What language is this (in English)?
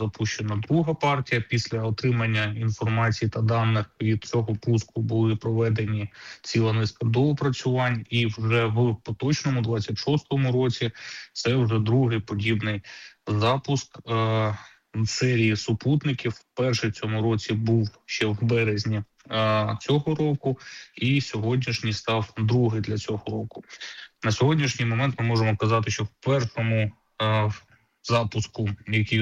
Ukrainian